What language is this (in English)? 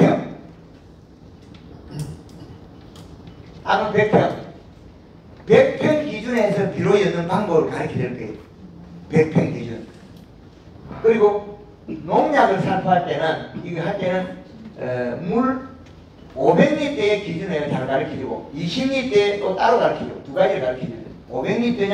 Korean